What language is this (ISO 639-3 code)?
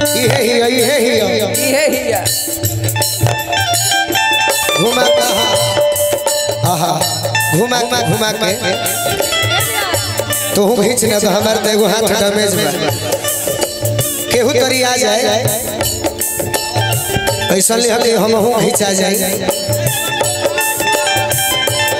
bho